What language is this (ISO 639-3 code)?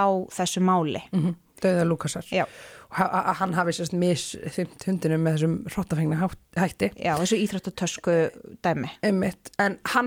isl